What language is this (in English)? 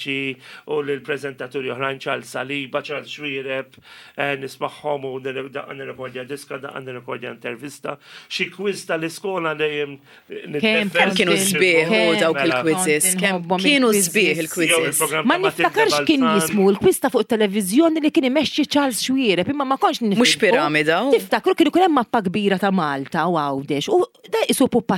Maltese